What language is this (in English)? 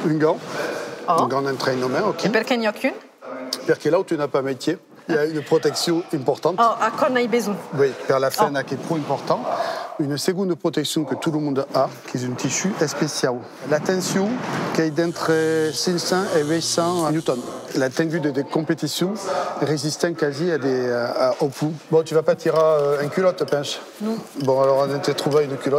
Occitan